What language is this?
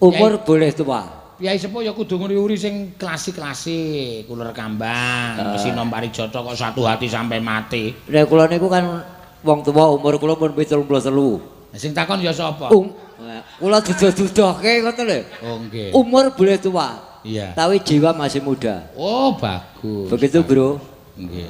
Javanese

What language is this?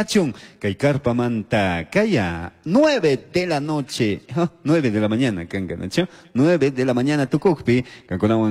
Chimborazo Highland Quichua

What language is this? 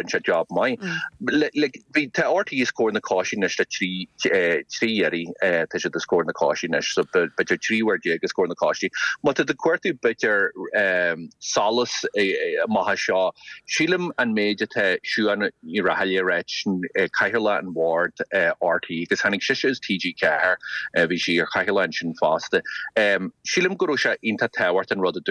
Irish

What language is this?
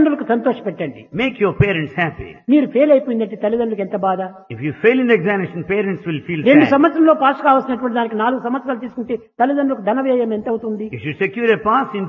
Telugu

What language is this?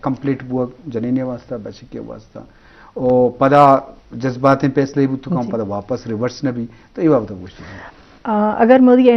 Eastern Balochi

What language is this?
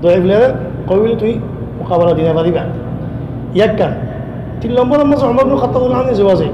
Rohingya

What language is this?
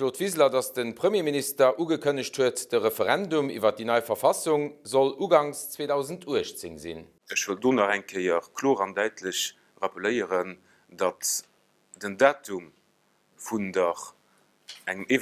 Luxembourgish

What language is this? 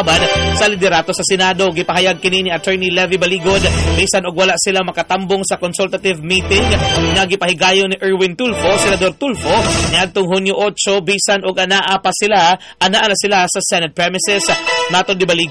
Cebuano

